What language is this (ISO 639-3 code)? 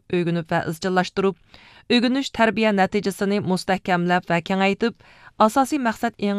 uig